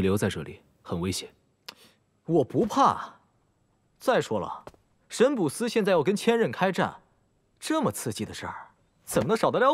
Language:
Chinese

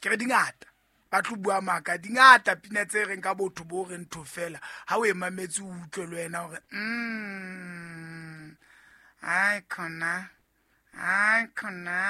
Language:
Southern Sotho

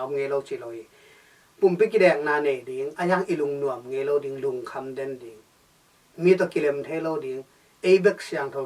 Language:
Tedim Chin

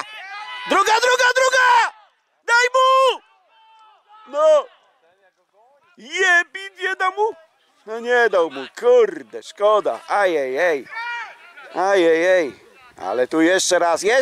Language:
Polish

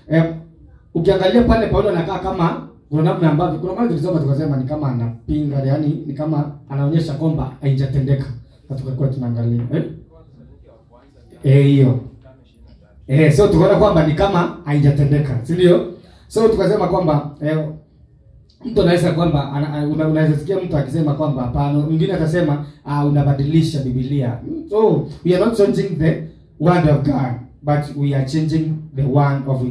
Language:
Swahili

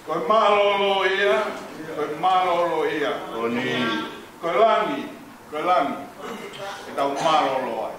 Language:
Tongan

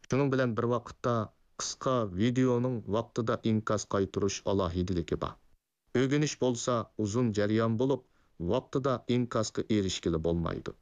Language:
Uyghur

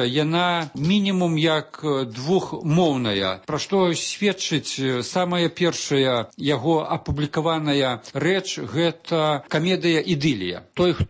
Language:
Belarusian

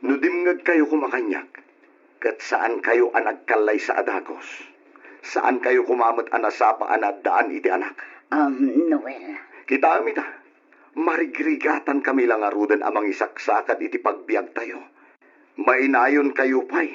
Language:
Iloko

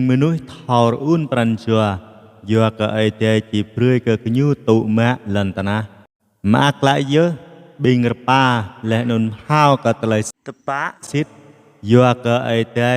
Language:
Jarai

